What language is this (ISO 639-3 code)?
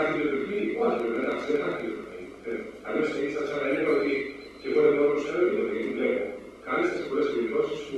ell